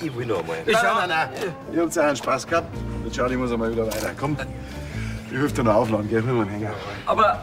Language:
Bavarian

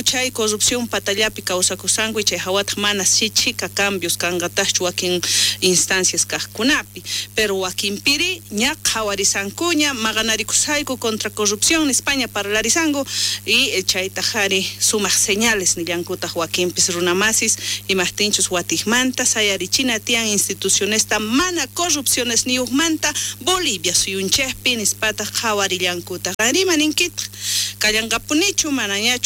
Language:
South Bolivian Quechua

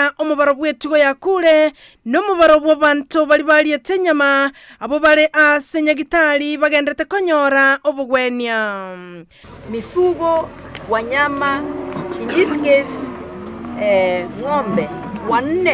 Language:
Gusii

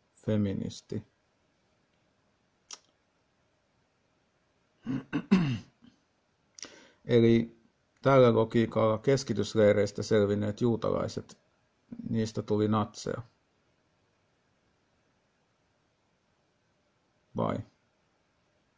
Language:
Finnish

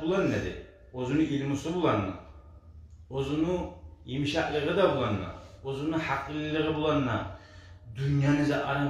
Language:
Kumyk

